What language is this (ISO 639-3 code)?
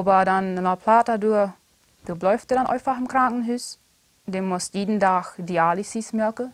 pdt